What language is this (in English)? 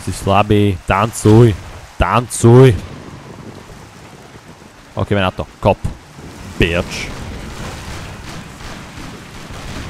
Slovak